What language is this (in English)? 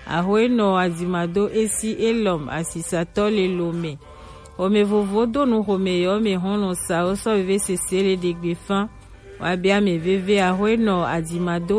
Gen